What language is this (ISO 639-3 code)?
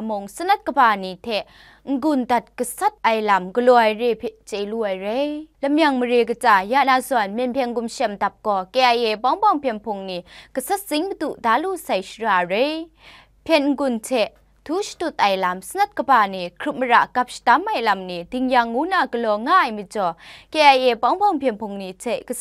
kac